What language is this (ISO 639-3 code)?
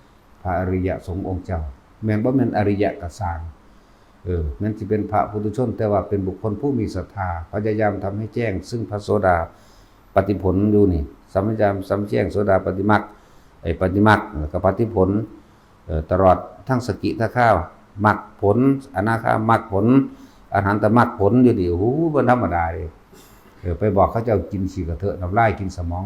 tts